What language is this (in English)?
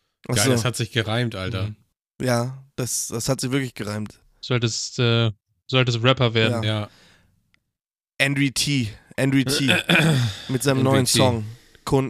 German